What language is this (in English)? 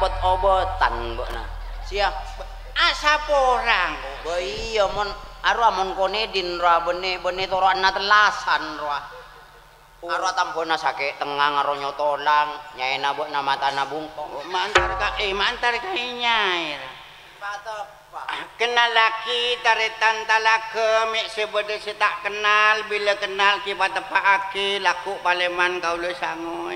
Madurese